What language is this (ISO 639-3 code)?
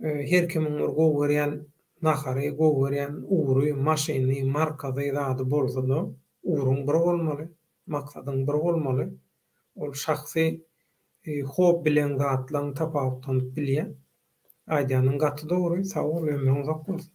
tuk